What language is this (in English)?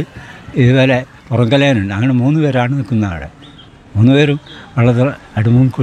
Malayalam